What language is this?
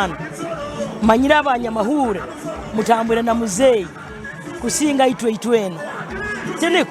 Nyankole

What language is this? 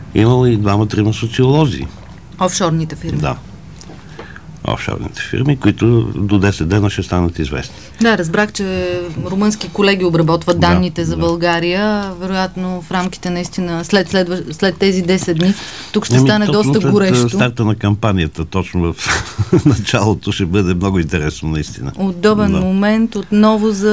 Bulgarian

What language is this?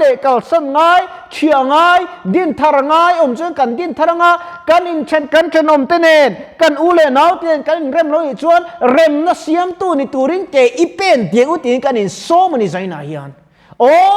Mizo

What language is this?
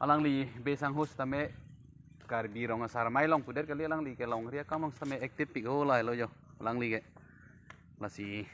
Karbi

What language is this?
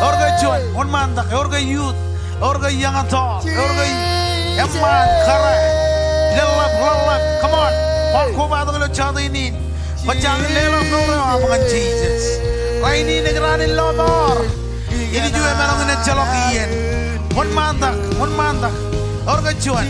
Marshallese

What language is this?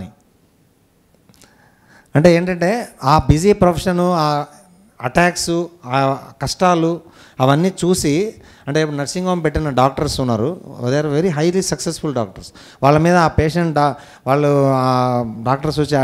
Telugu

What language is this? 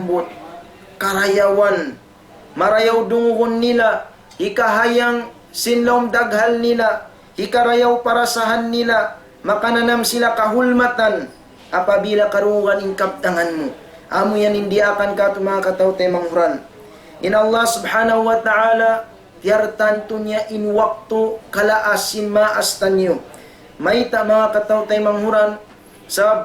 Tausug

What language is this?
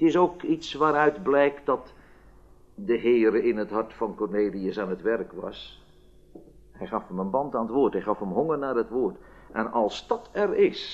Dutch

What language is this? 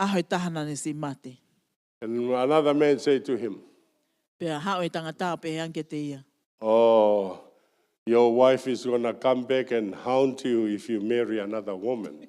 Tongan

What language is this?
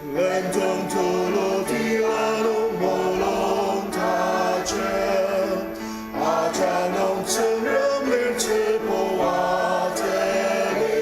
Ao Naga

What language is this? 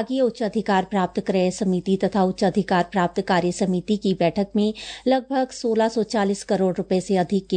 Hindi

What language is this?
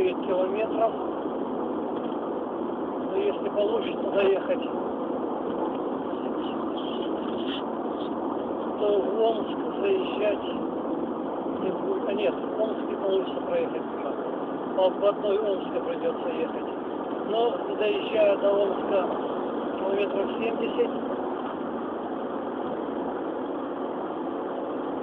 Russian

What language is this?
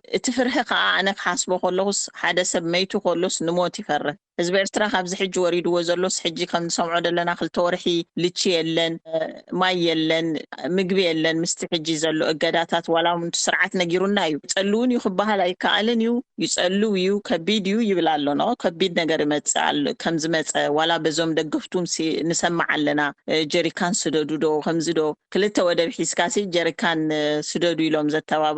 Tigrinya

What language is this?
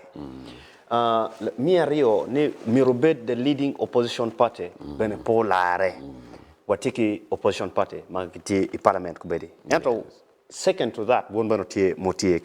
Acoli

